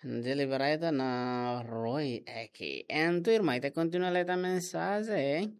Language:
Tetum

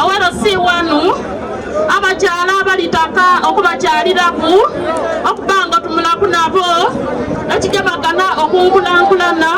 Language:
Soga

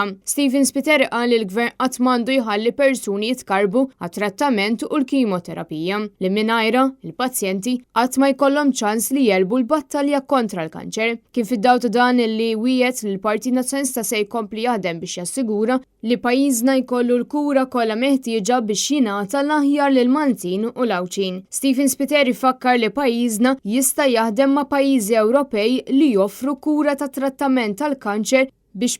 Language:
Maltese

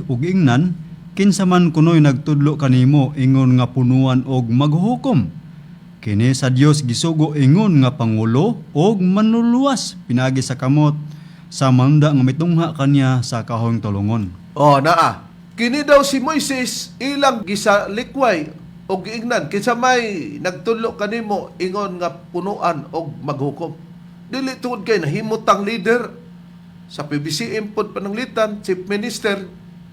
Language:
Cebuano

